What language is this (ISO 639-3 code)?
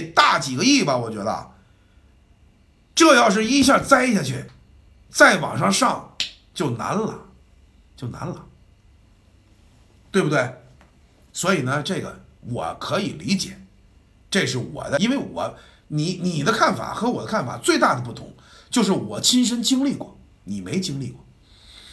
zho